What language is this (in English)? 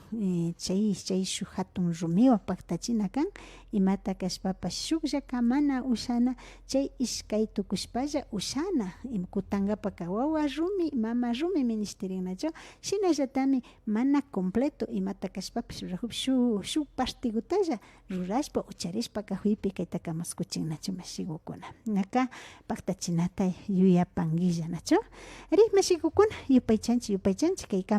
Imbabura Highland Quichua